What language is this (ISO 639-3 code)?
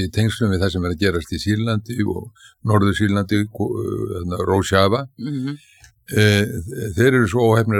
isl